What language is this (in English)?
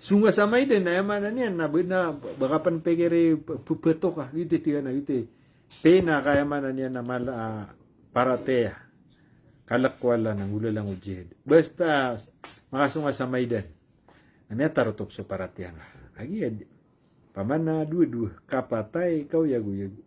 Maranao